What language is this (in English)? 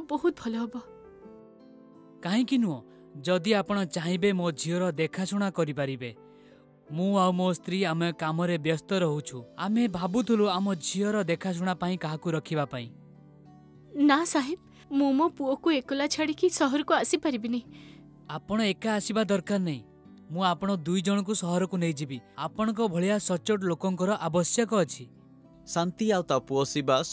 Odia